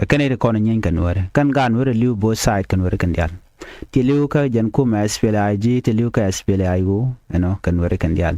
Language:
Nuer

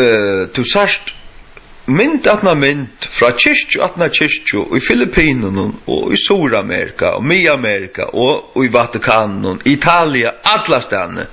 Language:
Faroese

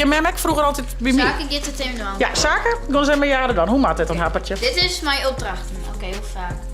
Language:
Western Frisian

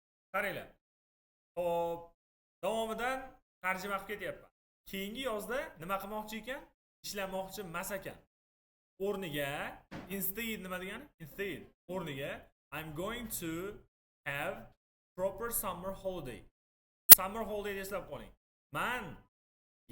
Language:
Uzbek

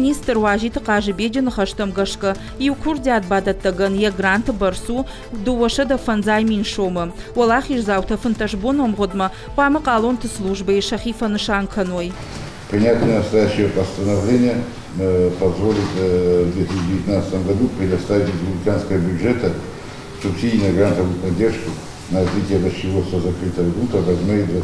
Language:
Ossetic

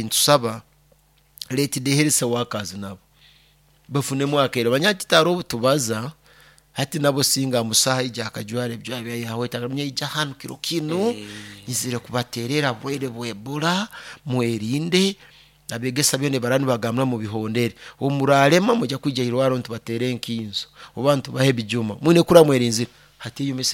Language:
Nyoro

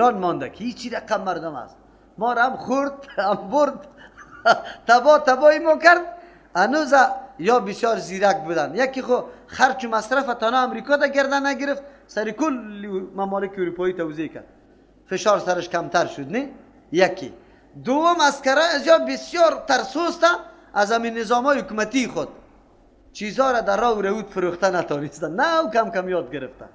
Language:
Persian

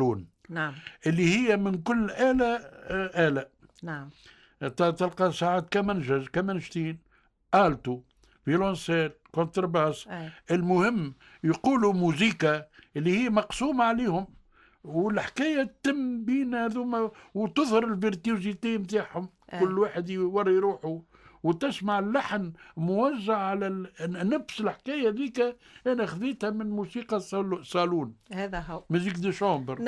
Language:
Tunisian Arabic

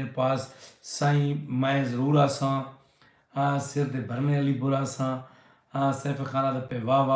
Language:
Saraiki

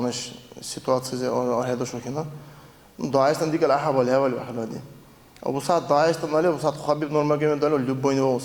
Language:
Dargwa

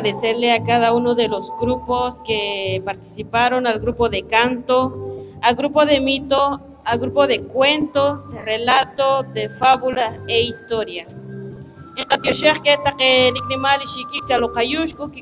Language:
Poqomchi'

